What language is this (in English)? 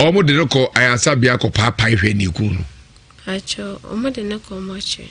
Akan